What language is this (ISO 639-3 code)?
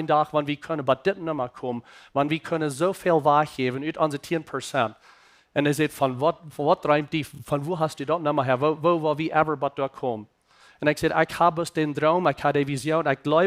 pdt